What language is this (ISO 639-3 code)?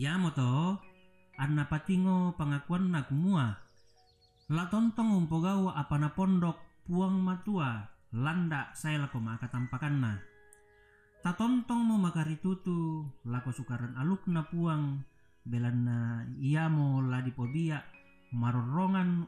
sda